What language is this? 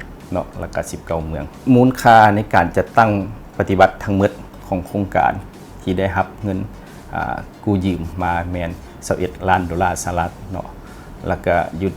Lao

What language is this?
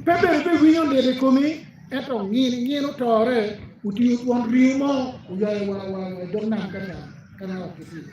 Acoli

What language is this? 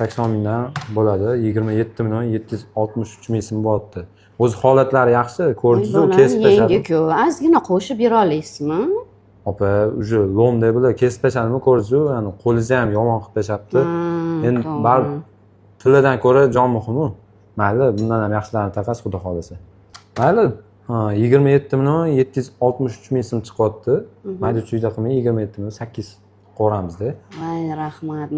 Uzbek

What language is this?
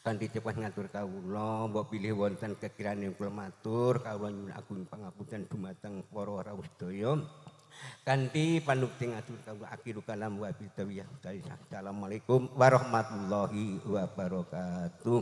Javanese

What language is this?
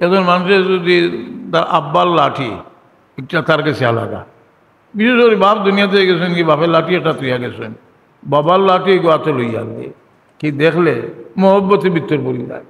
Sylheti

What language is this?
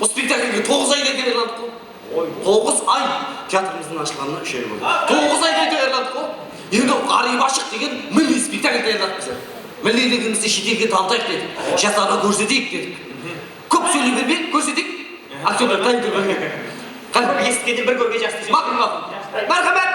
Kara-Kalpak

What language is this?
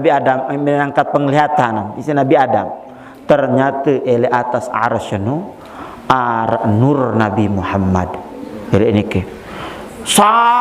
Sasak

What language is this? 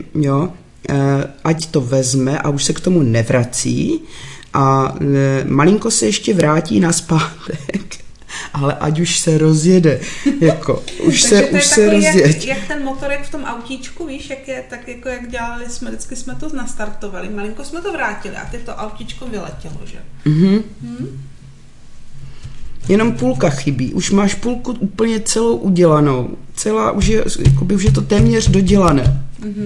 Czech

